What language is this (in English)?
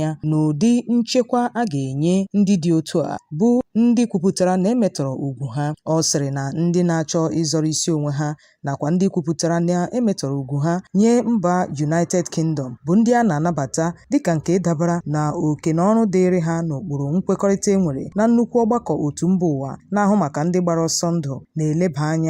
Igbo